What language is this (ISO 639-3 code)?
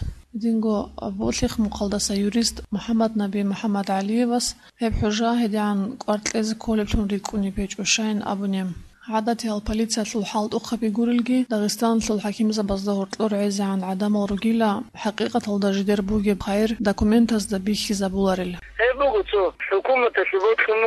ava